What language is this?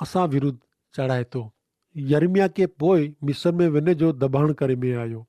Kachhi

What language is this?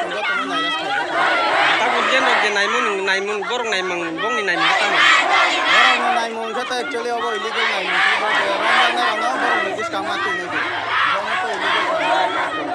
Kok Borok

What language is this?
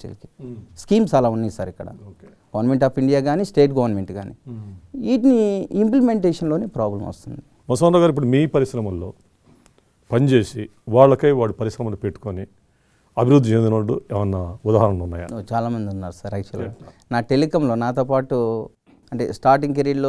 Telugu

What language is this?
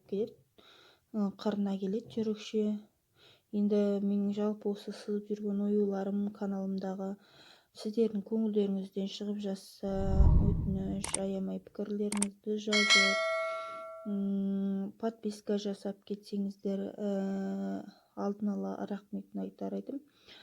Kazakh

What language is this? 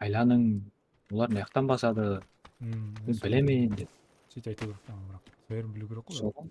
Kara-Kalpak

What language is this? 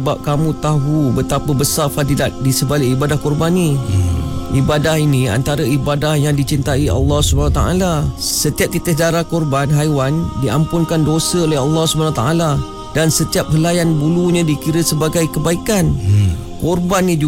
Malay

